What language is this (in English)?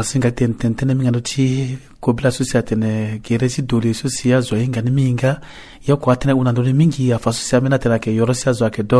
Sango